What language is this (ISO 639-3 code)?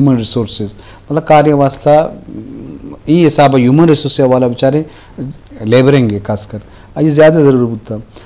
bal